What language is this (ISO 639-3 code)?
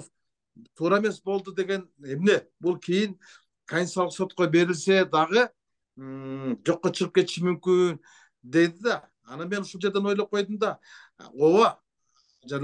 kir